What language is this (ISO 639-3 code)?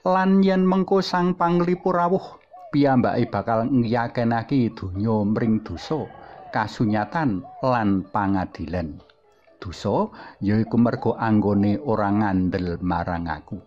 jav